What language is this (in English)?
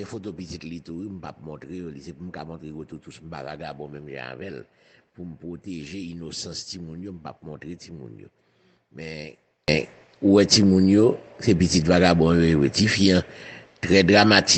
Haitian Creole